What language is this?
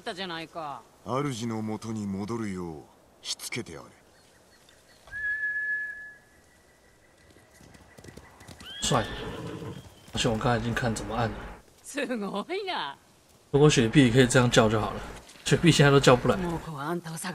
Chinese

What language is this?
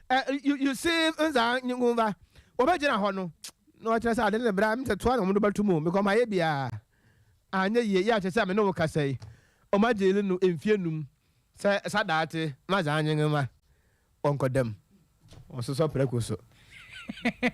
Akan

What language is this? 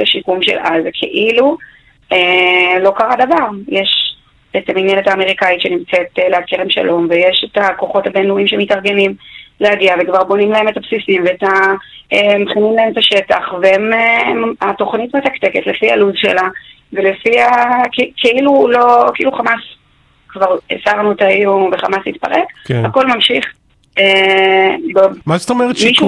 Hebrew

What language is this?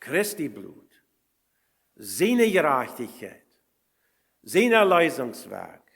Plautdietsch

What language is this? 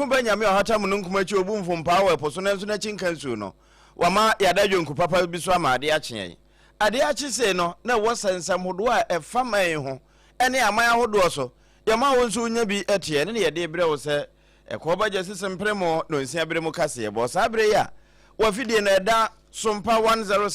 Akan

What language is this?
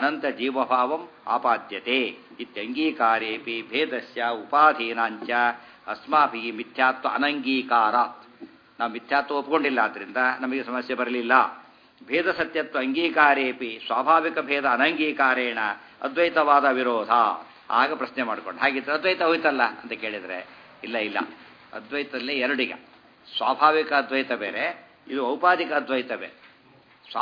Kannada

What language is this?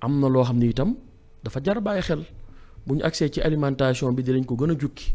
Wolof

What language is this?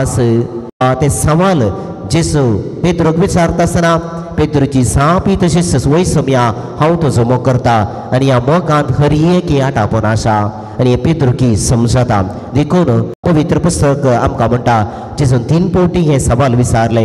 Konkani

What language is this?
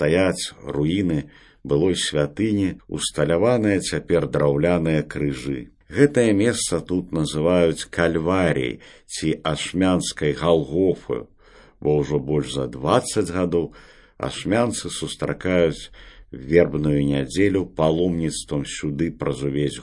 Belarusian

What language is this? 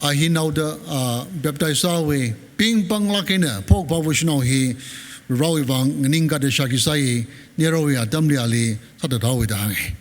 Tangkhul Naga (India)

